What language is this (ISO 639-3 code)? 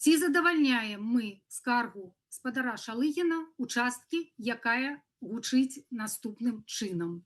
bel